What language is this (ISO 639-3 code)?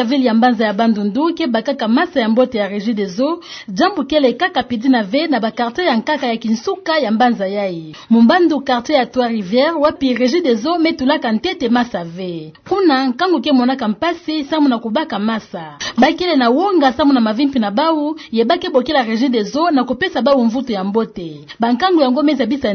ktu